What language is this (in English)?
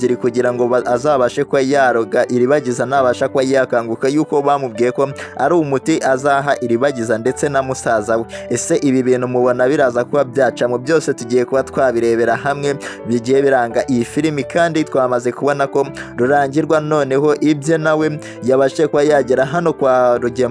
Kinyarwanda